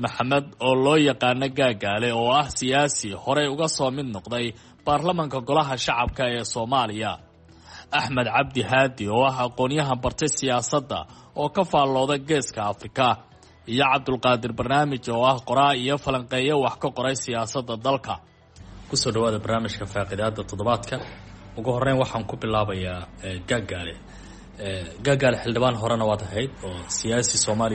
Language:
Somali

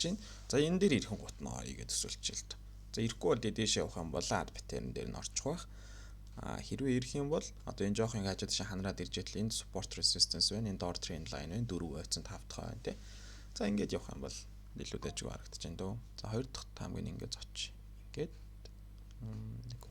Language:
Mongolian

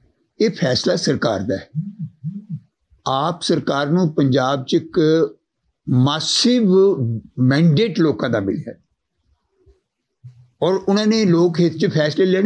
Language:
Punjabi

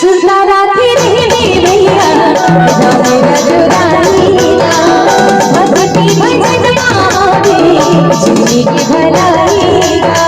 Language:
Chhattisgarhi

